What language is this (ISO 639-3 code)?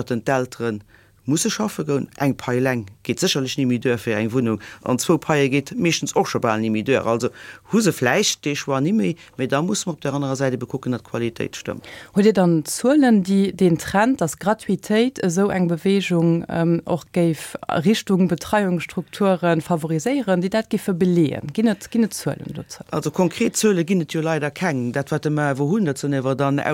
ltz